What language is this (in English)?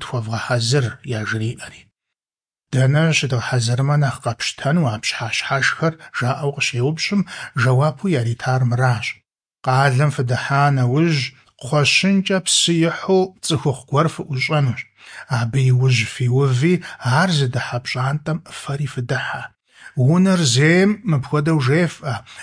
Kabardian